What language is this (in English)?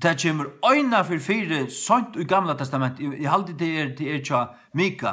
Faroese